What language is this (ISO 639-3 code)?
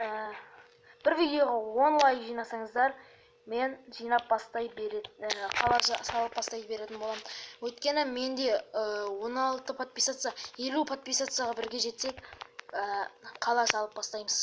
kaz